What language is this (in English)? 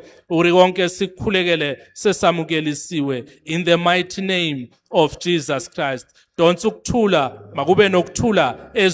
Zulu